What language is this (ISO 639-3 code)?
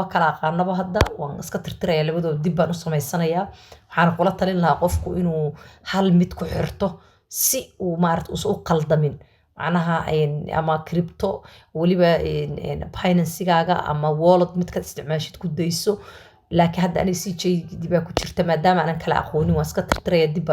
som